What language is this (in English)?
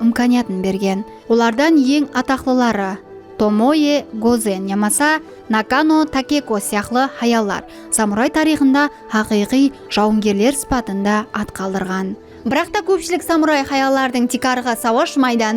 Kara-Kalpak